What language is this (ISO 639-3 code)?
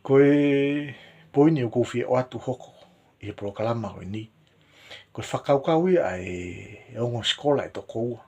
ton